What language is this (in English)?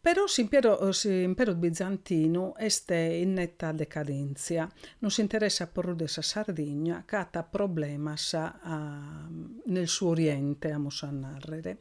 Sardinian